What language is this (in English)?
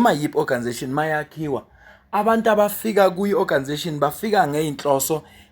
Zulu